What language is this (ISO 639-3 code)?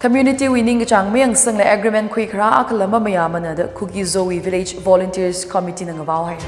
nmf